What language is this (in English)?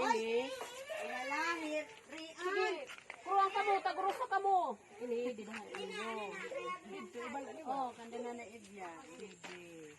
Waray